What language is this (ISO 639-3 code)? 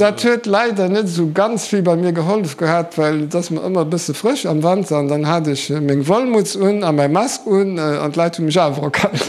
ltz